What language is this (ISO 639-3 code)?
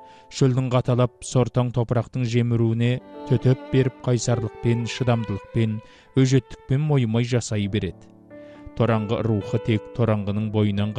kaz